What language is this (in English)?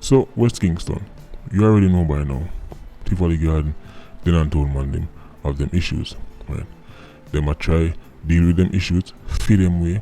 Jamaican Creole English